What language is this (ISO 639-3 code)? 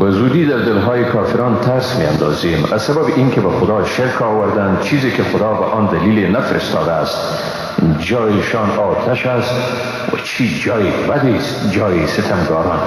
fas